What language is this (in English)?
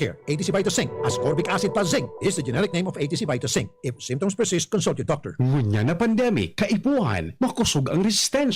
Bikol